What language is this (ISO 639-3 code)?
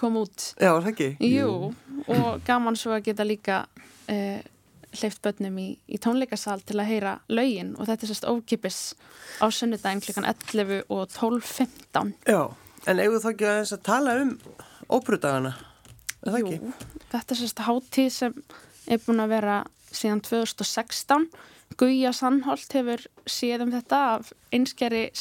isl